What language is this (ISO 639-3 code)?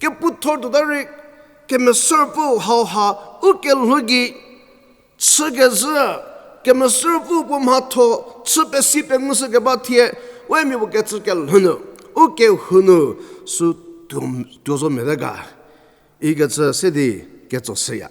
njm